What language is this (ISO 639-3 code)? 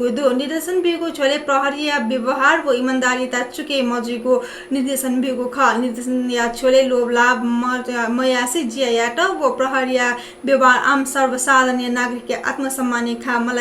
new